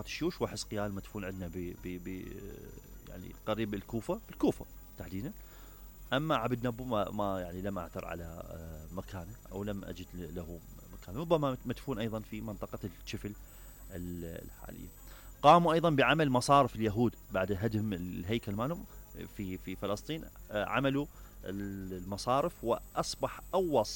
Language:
Mesopotamian Arabic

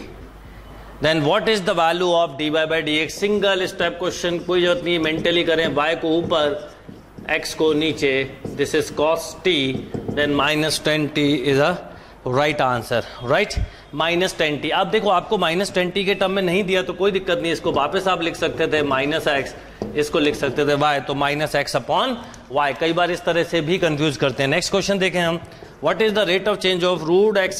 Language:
Hindi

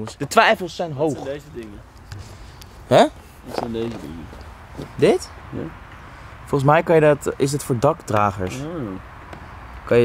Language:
Dutch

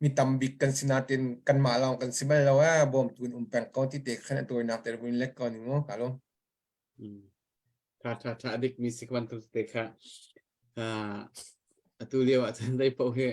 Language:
Hakha Chin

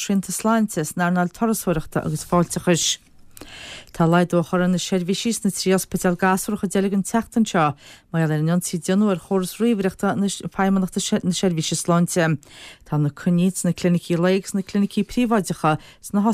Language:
Irish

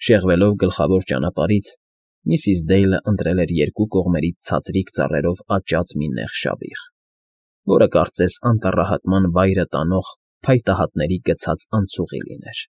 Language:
Armenian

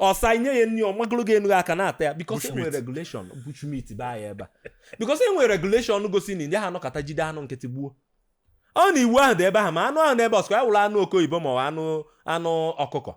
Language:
Igbo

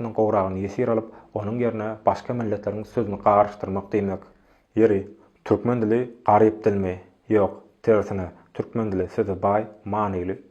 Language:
Turkmen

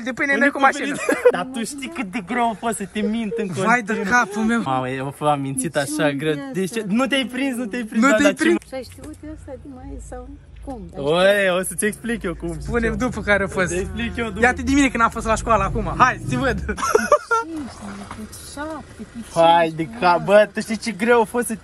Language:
Romanian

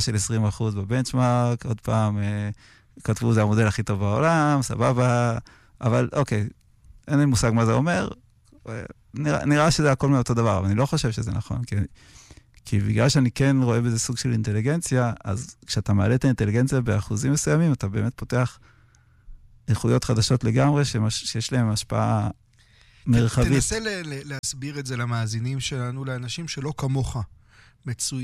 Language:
Hebrew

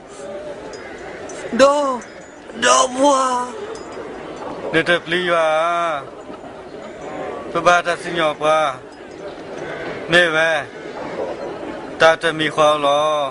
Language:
S'gaw Karen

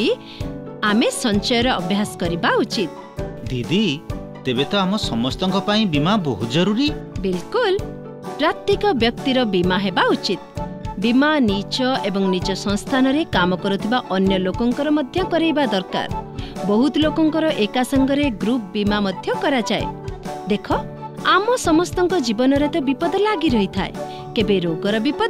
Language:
Odia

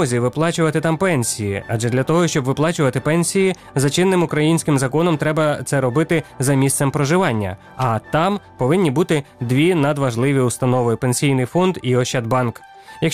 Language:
Ukrainian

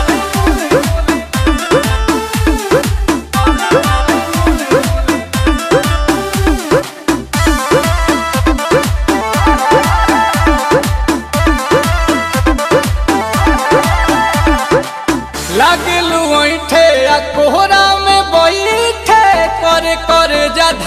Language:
Bhojpuri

